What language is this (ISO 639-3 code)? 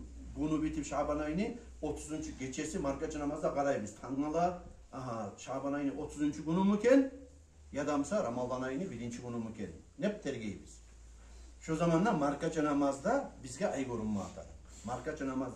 kum